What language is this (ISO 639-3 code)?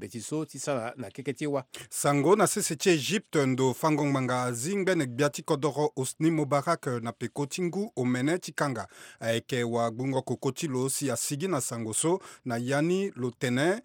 sag